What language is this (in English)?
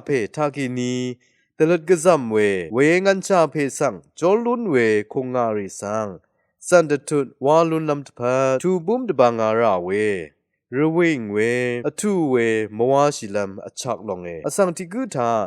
Rawang